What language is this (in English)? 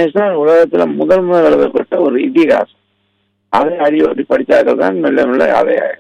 Tamil